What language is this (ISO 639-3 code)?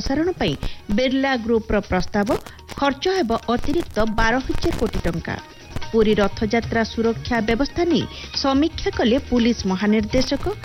ori